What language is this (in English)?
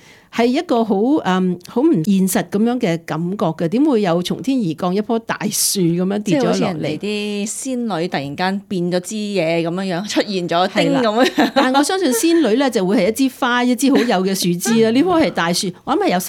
Cantonese